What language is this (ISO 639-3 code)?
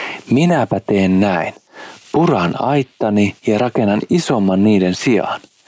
fin